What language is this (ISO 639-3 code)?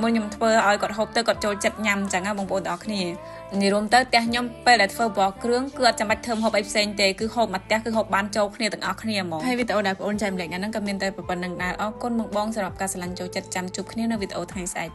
khm